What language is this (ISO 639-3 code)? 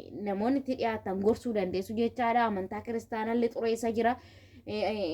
orm